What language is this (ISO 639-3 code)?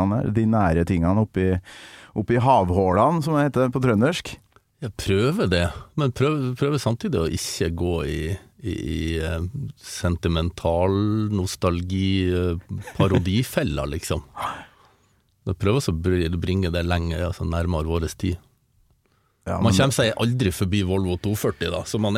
nor